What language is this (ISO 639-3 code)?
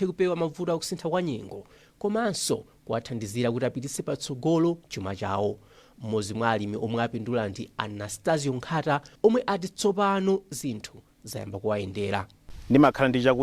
nya